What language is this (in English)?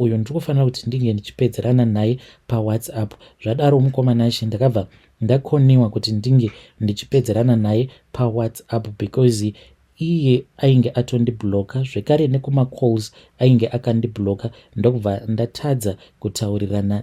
Shona